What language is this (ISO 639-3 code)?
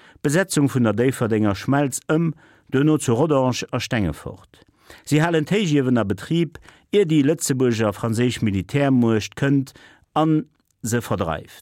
ltz